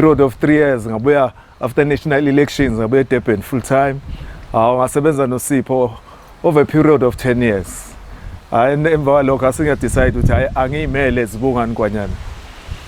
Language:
Zulu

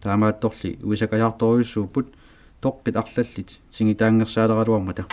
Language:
Kalaallisut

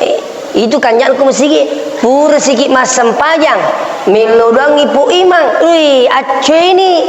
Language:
Buginese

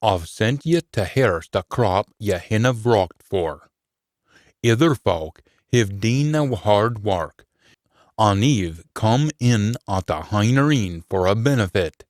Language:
Scots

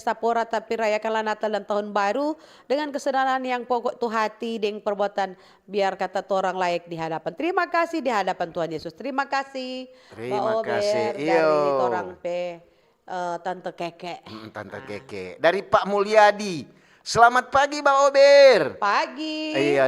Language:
Manado Malay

